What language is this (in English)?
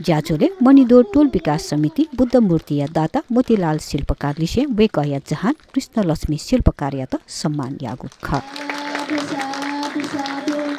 Newari